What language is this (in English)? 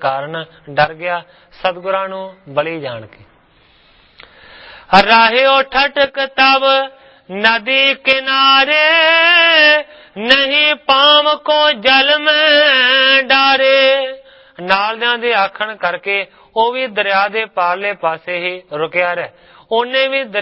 Punjabi